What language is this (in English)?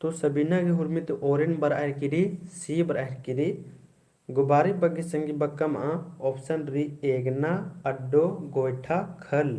Kurukh